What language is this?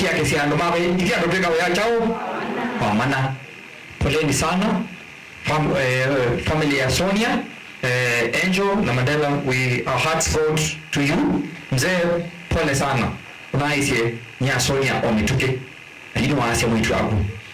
Kamba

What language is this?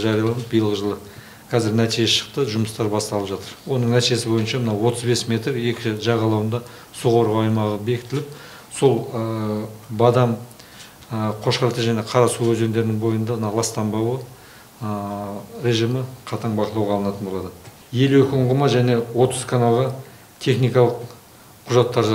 Kazakh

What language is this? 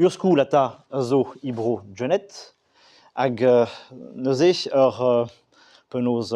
Breton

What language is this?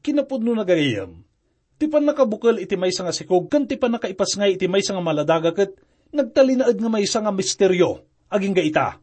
Iloko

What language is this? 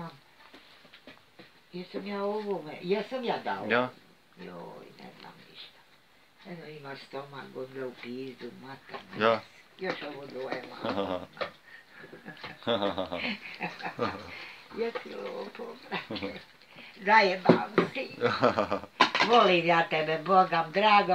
Bosnian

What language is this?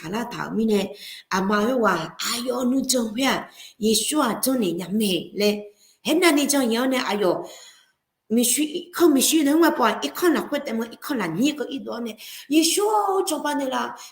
Akha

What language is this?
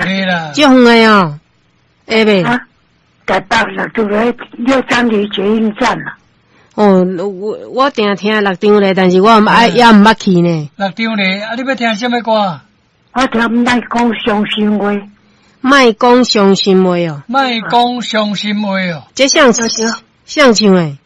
Min Nan Chinese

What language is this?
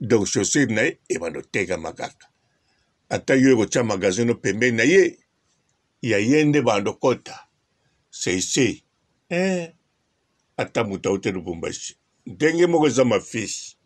Lingala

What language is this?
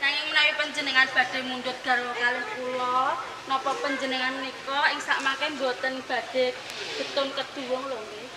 Javanese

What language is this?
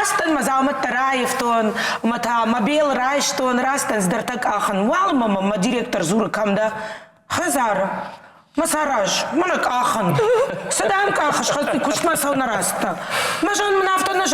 Ossetic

